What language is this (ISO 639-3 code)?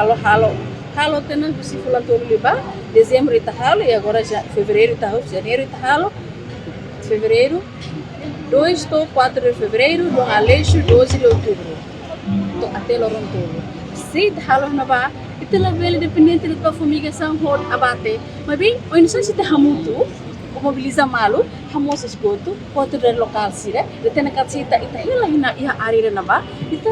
tet